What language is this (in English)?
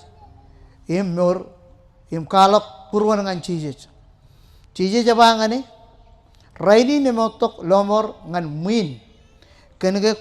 Marshallese